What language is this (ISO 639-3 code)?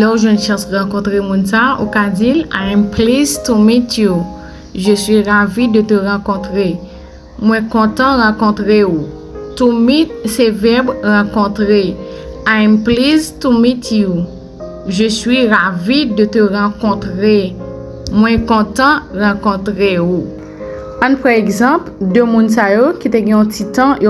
hat